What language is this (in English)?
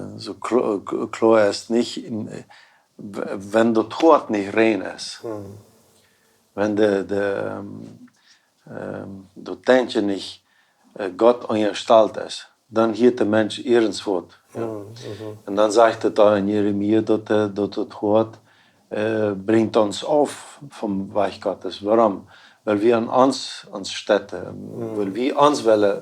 Plautdietsch